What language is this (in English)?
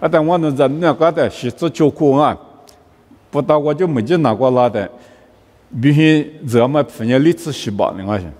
Lisu